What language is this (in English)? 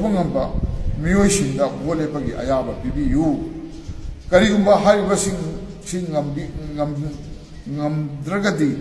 Manipuri